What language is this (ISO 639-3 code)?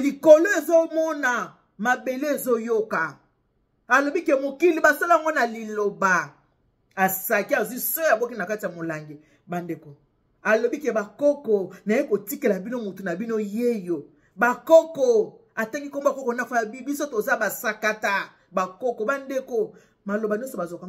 lin